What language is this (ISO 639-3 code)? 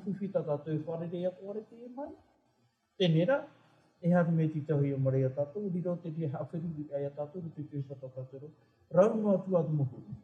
tah